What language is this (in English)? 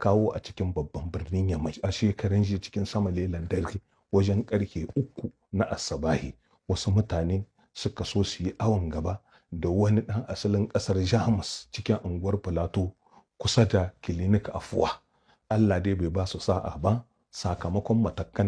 Hausa